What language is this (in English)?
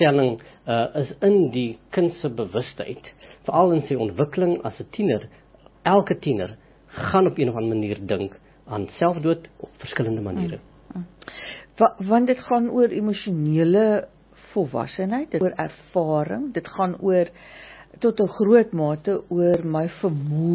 Afrikaans